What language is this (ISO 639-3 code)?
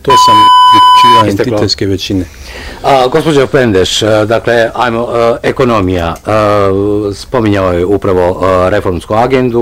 bos